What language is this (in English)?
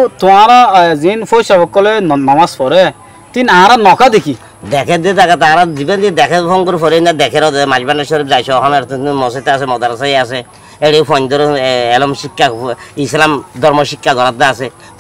Rohingya